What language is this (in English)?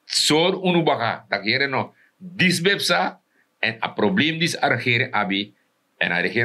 Sranan Tongo